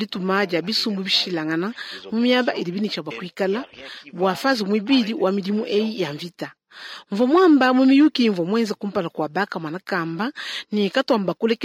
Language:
Luba-Lulua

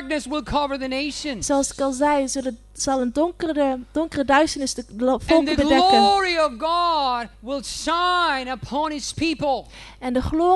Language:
Dutch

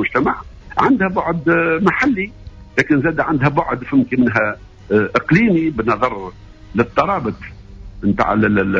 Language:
Tunisian Arabic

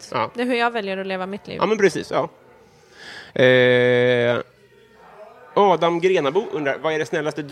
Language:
Swedish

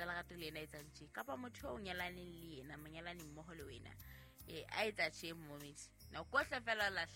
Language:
Southern Sotho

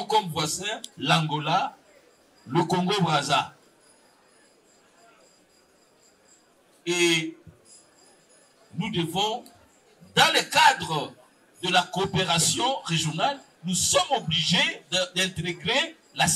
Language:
French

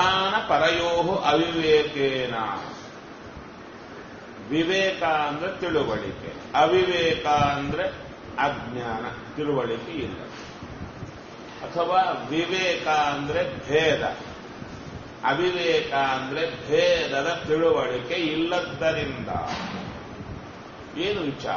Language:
Kannada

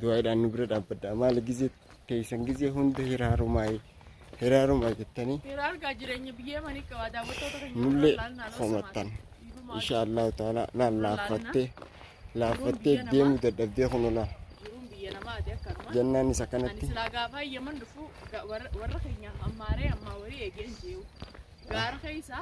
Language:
Oromo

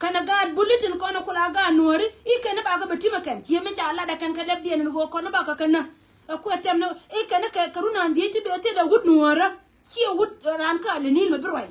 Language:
Nuer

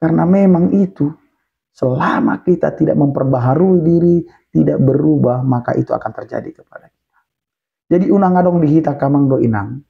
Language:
Batak Toba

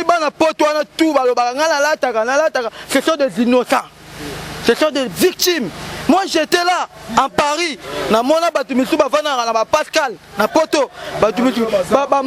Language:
Lingala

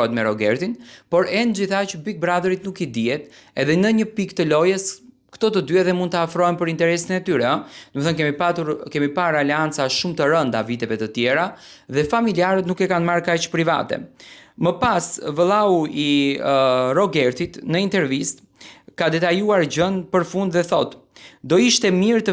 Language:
Albanian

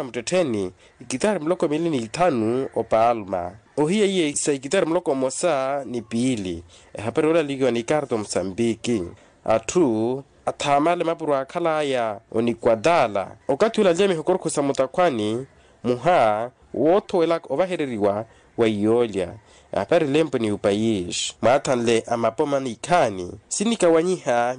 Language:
Makhuwa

